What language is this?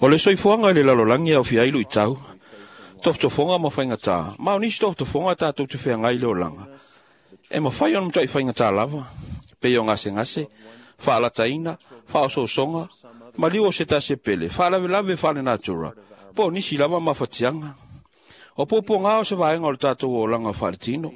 Samoan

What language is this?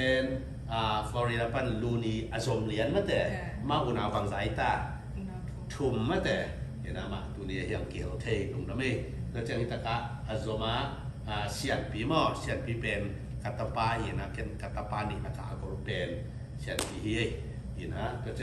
Tedim Chin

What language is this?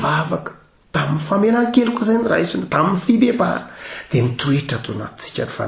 Malagasy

